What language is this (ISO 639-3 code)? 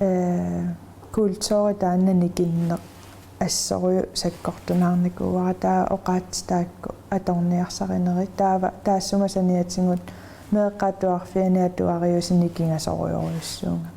kal